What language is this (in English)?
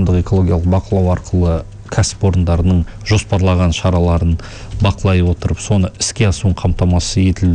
Kazakh